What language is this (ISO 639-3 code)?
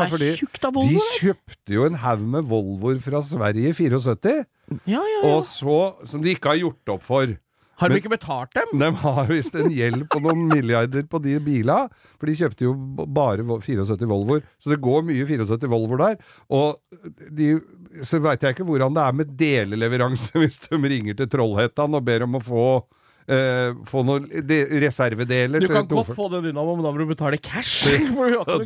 nor